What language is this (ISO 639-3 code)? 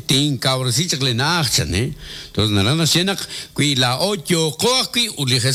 kek